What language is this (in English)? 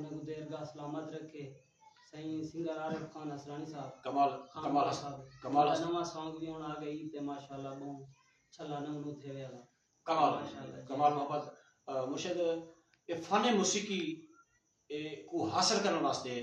Saraiki